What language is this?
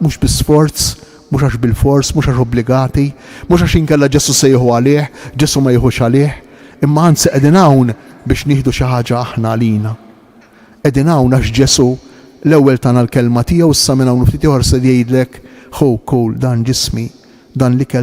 Maltese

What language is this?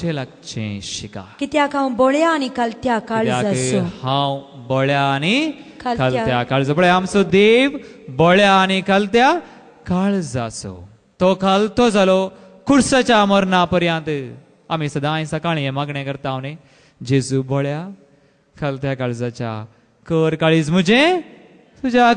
Konkani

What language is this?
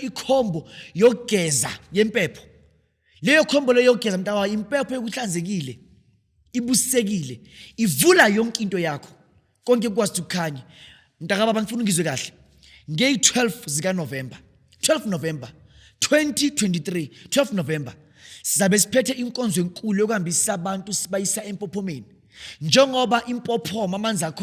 Zulu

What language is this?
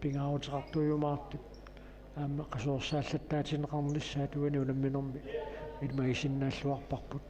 Kalaallisut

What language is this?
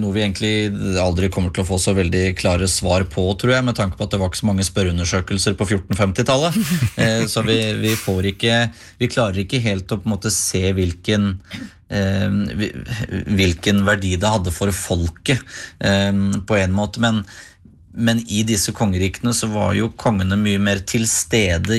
Norwegian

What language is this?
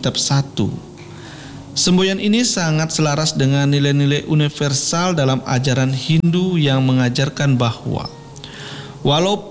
Indonesian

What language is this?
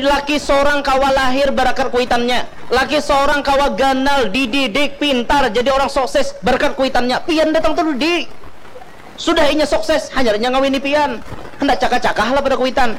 Banjar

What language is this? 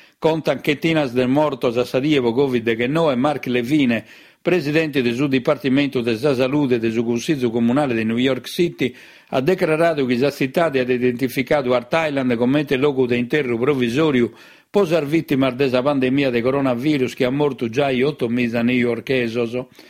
Sardinian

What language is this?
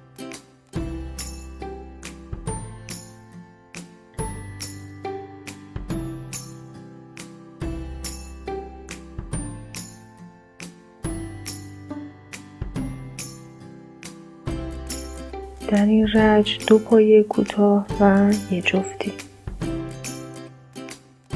Persian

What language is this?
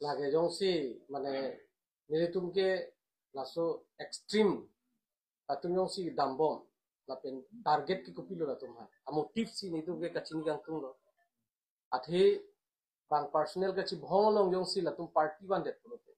Karbi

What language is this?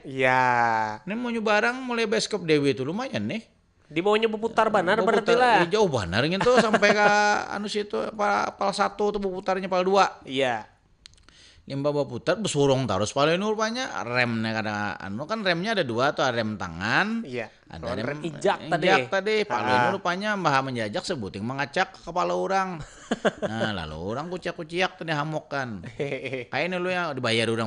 Banjar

